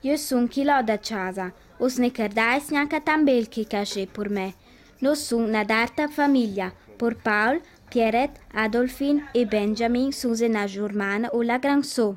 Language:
Ladin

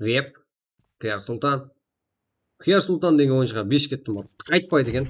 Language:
Kara-Kalpak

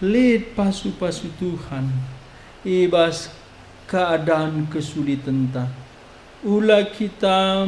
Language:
Batak Karo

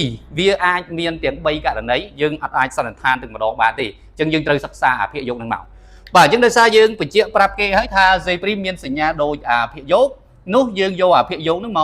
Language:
Khmer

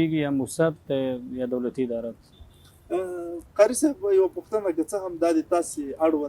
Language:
Pashto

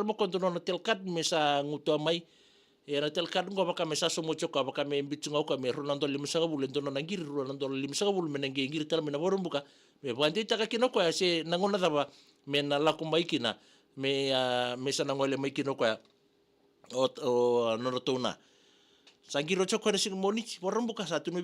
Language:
Fijian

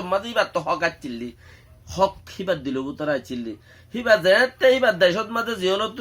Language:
Rohingya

